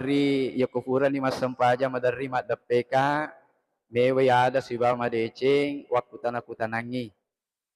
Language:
Buginese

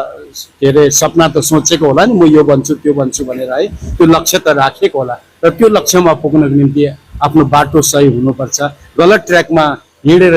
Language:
Nepali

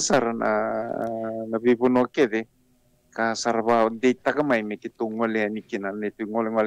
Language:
Fijian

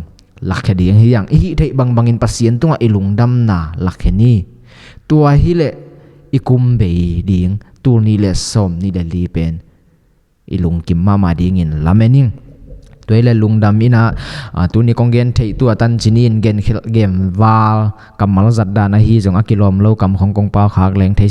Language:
Tedim Chin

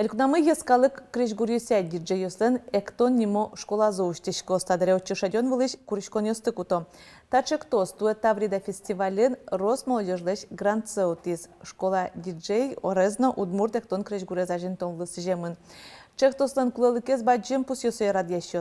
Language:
Udmurt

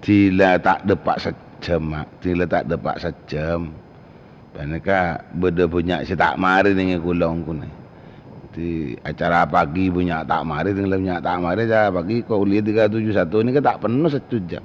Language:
Madurese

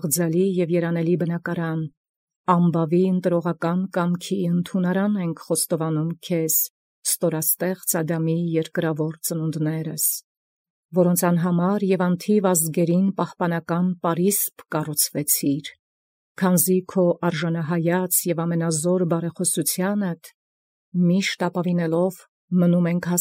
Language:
Armenian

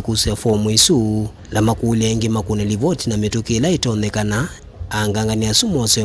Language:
Kamba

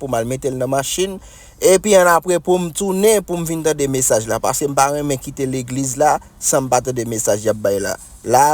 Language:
Haitian Creole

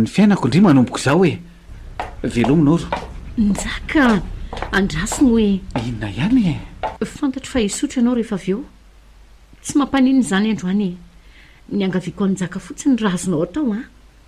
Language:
Malagasy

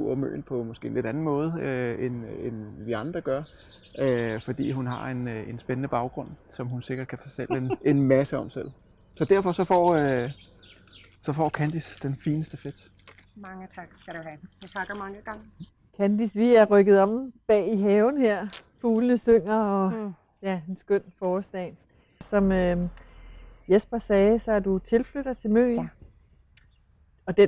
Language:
Danish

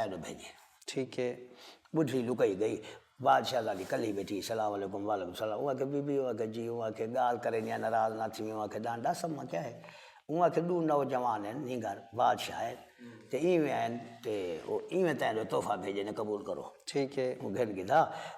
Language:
Saraiki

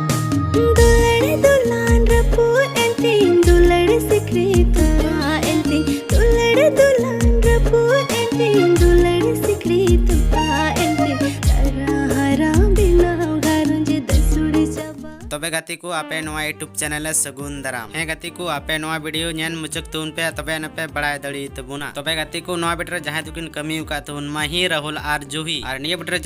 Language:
Santali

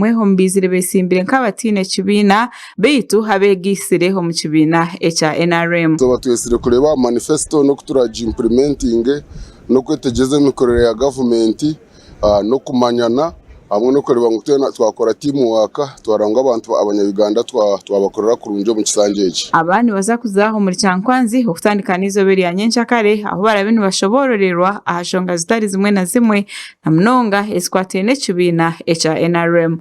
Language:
Nyankole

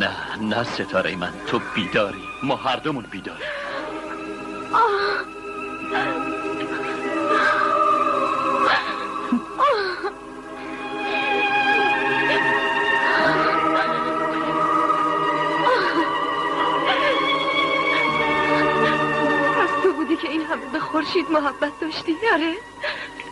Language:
Persian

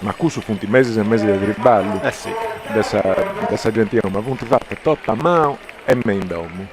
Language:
Sardinian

